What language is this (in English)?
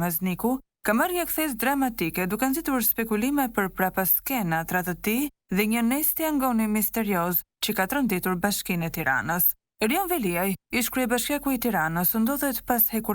Albanian